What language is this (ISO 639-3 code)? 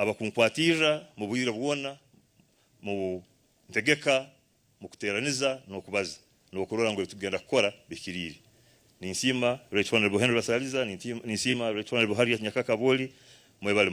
nyn